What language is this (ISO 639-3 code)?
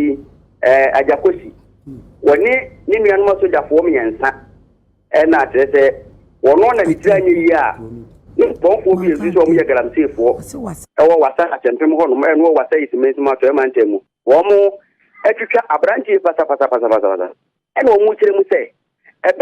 aka